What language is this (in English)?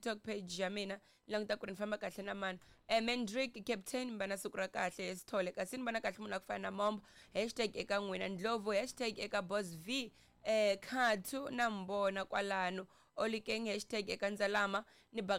Tsonga